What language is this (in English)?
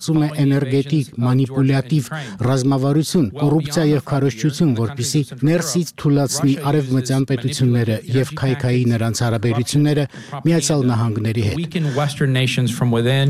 Armenian